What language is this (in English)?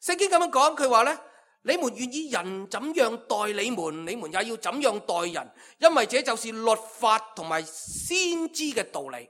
Cantonese